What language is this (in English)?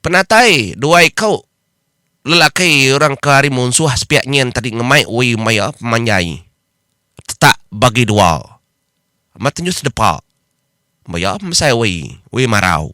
Iban